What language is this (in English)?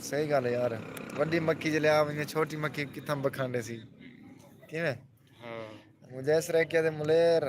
Saraiki